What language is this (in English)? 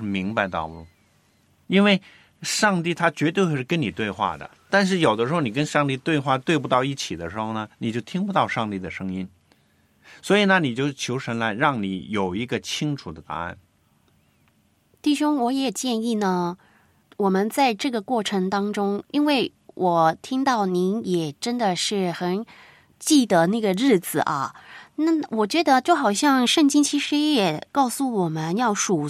Chinese